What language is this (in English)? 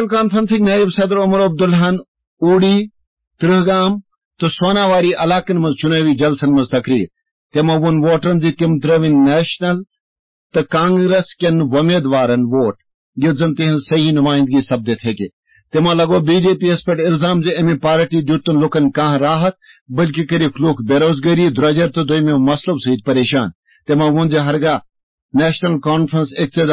Kashmiri